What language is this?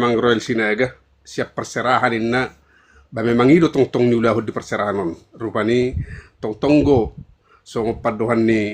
Batak Toba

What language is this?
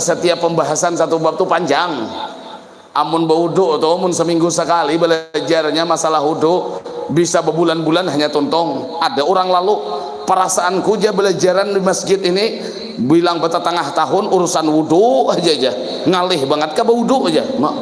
Banjar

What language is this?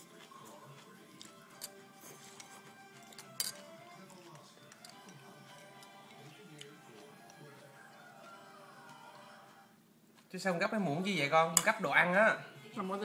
Vietnamese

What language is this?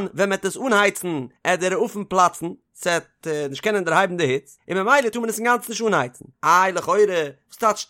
Yiddish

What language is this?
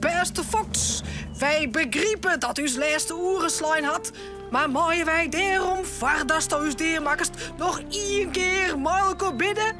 Western Frisian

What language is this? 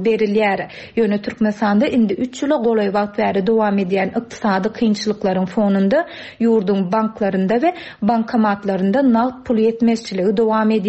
Turkmen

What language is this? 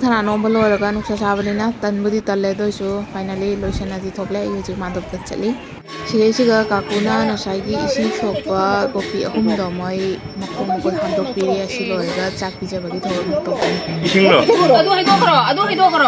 Manipuri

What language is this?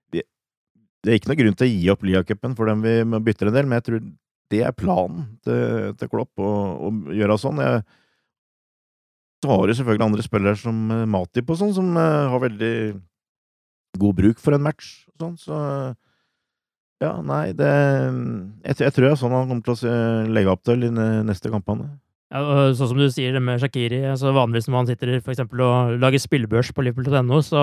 Norwegian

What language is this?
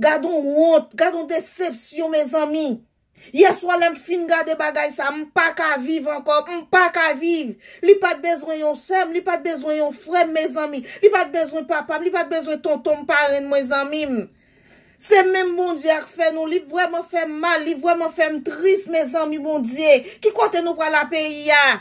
Haitian Creole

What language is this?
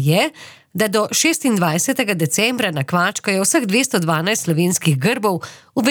Slovenian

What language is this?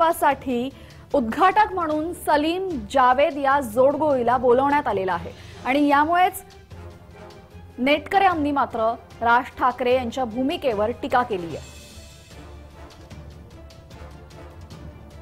Marathi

